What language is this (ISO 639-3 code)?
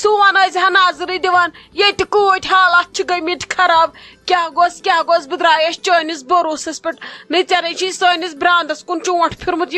kas